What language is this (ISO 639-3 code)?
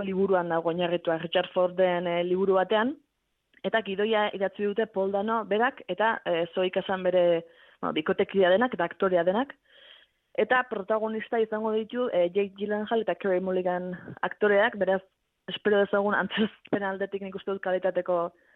eus